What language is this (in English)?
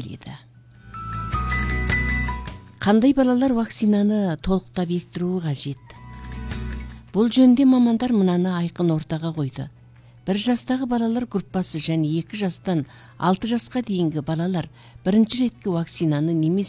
Kazakh